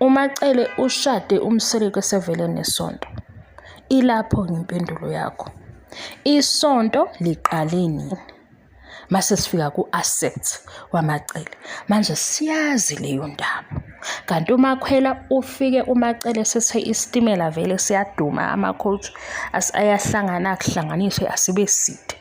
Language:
Zulu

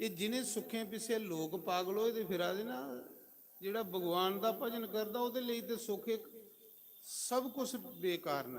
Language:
Dogri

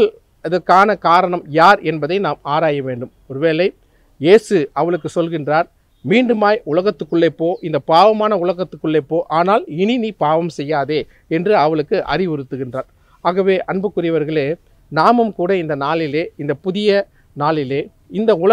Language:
Tamil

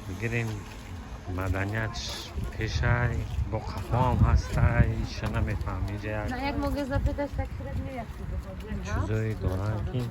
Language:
Tajik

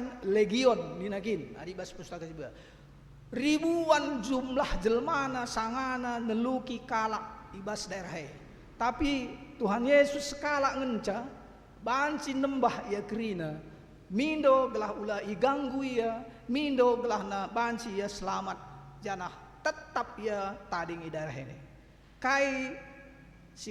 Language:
Batak Karo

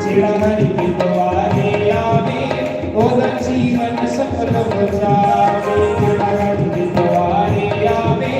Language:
Dogri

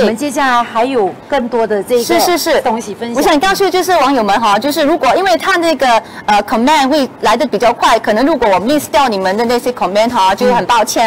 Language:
Chinese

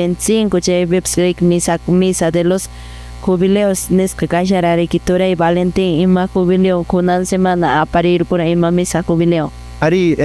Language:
Quechua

